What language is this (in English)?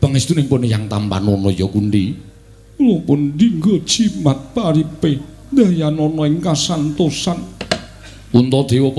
Javanese